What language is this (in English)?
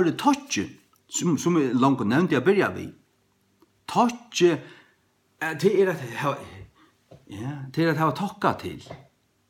Faroese